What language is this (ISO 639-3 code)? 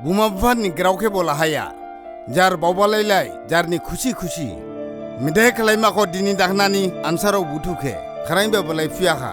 dis